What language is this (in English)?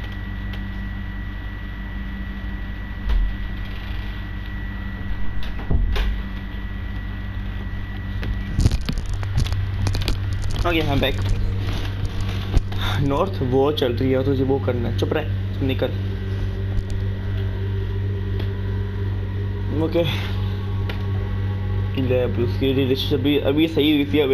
Hindi